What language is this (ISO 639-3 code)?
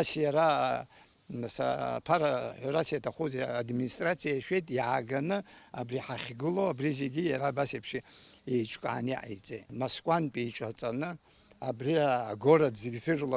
abk